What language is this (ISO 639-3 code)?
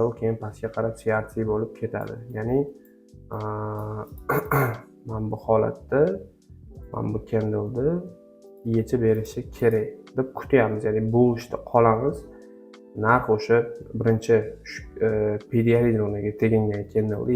uzb